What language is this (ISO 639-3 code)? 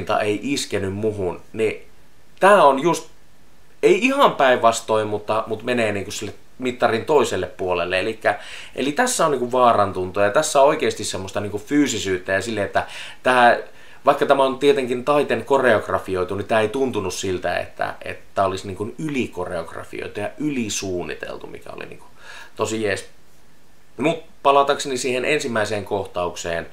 fin